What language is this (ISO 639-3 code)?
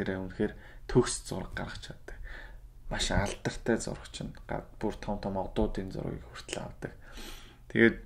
mon